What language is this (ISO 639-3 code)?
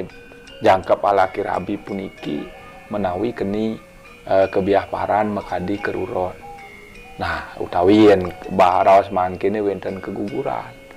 ban